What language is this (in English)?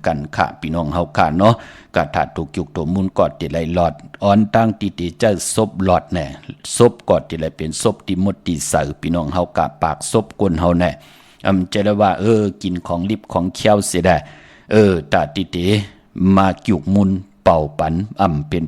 Shan